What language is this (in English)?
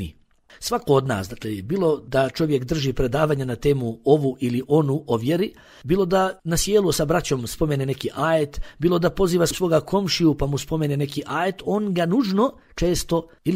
Bosnian